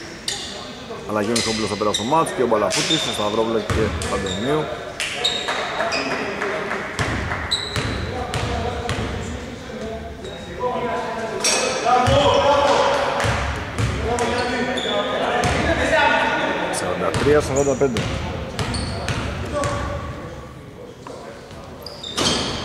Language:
Greek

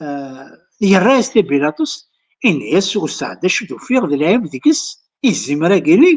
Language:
Kabyle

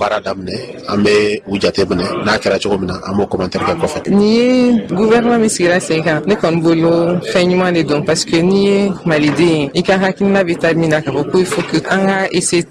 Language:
Bambara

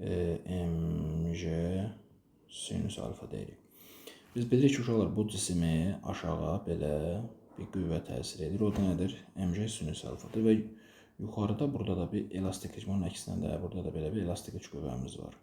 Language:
Azerbaijani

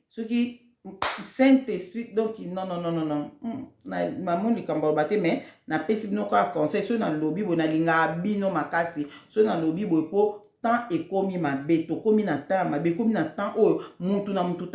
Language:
Lingala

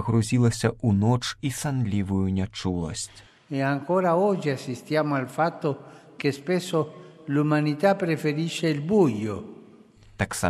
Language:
Belarusian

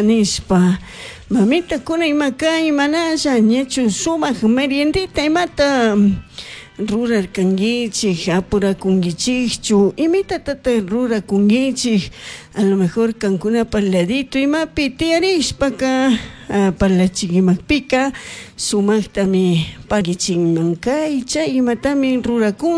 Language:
Chimborazo Highland Quichua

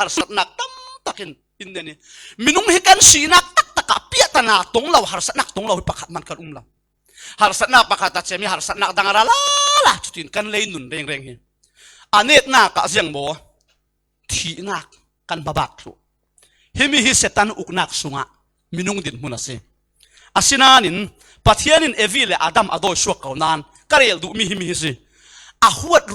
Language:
Falam Chin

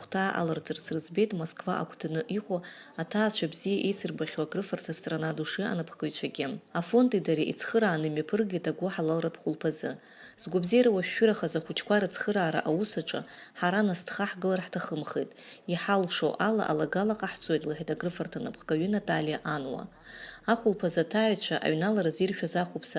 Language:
Abkhazian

